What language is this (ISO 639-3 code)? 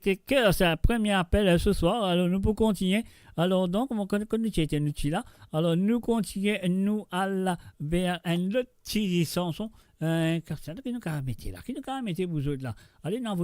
mfe